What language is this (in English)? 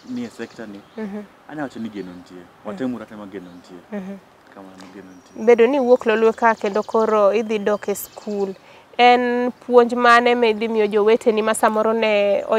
Luo (Kenya and Tanzania)